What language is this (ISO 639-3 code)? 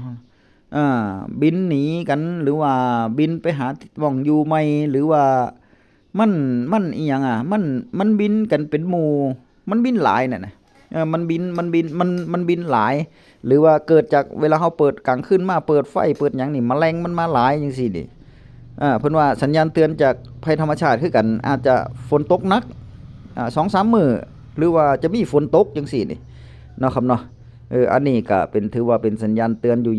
tts